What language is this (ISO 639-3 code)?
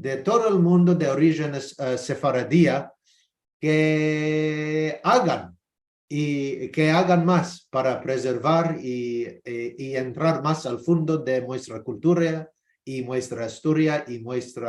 lad